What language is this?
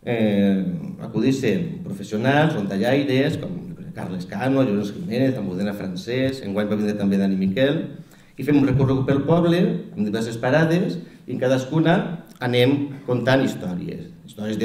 Catalan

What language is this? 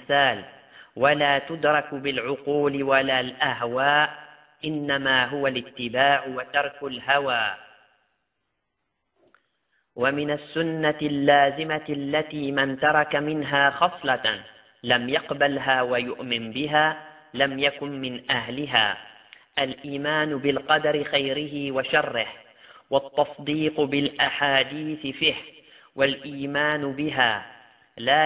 Arabic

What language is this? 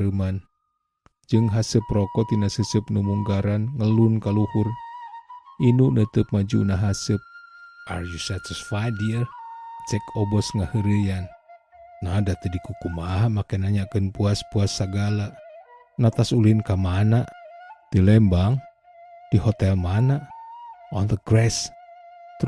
Sundanese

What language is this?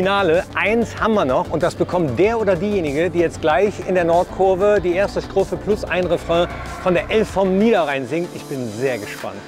German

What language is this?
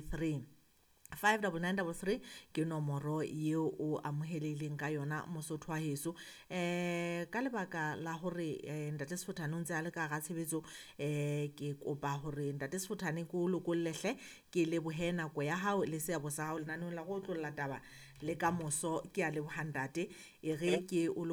Southern Sotho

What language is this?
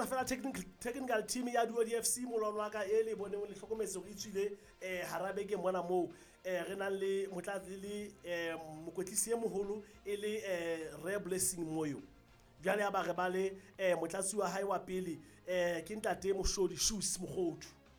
Southern Sotho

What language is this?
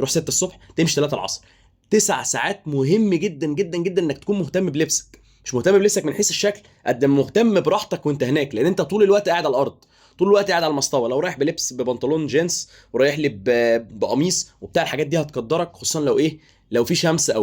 Egyptian Arabic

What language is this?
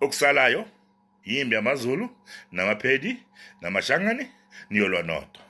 Zulu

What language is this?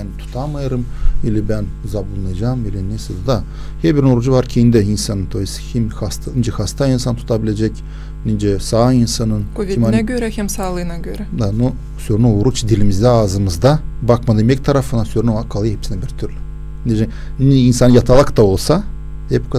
Gagauz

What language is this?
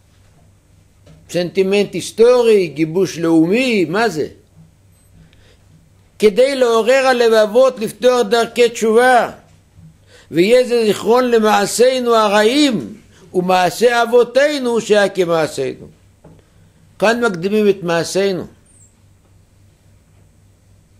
Hebrew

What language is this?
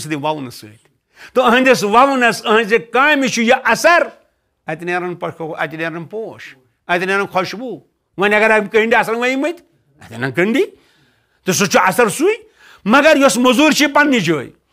Kashmiri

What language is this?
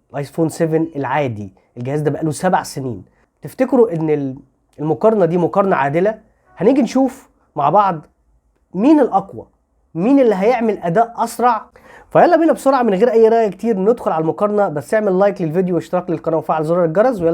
Egyptian Arabic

